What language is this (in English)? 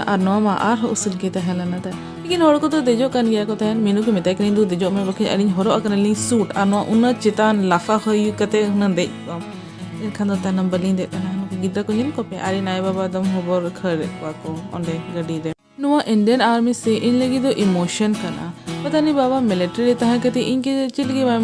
Santali